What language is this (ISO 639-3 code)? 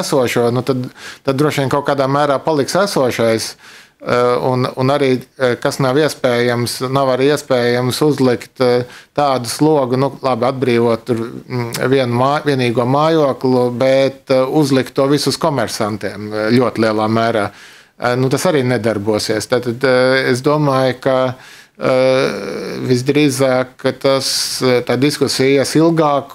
lav